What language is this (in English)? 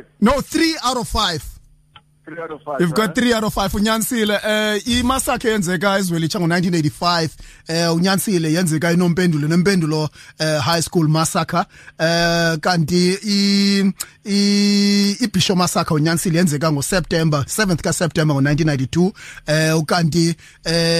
Xhosa